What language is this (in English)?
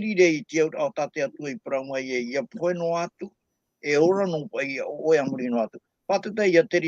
Tahitian